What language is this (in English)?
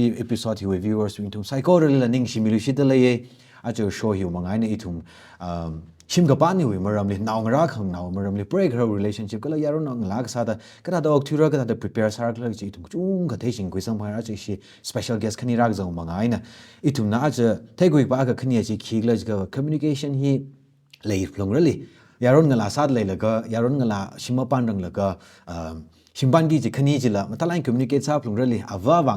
Tangkhul Naga (India)